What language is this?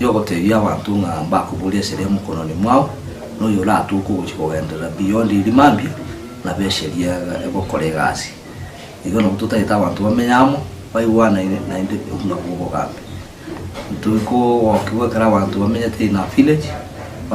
Gusii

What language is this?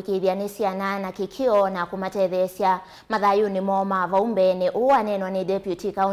Kamba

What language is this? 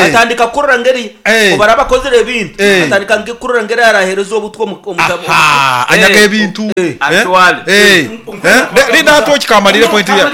Nyankole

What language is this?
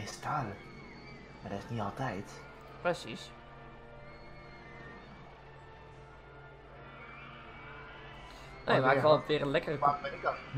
Dutch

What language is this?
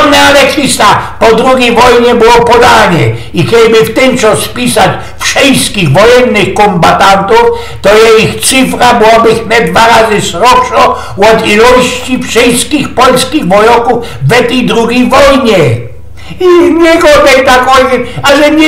Silesian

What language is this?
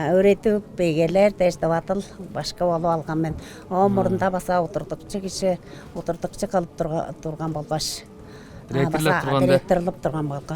Tuvinian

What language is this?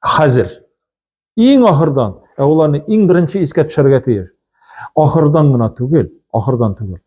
Tatar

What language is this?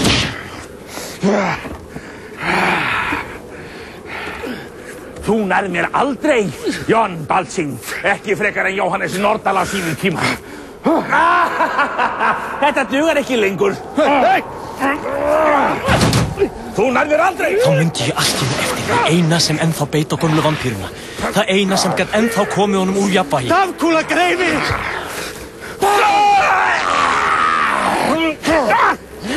Icelandic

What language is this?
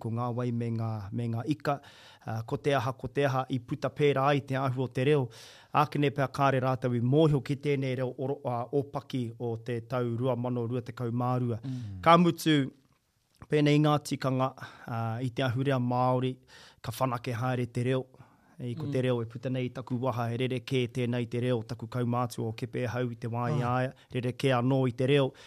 Māori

